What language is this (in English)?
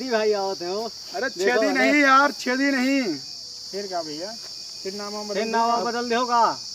Awadhi